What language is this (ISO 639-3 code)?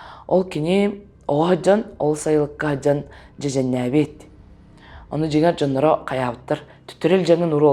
sah